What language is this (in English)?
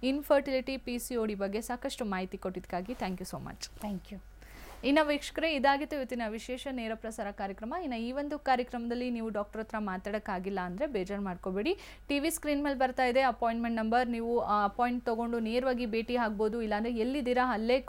Kannada